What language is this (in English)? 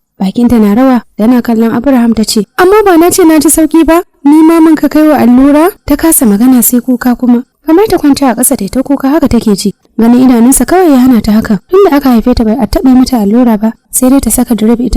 Hausa